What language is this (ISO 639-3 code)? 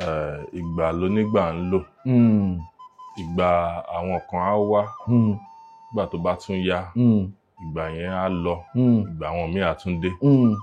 yor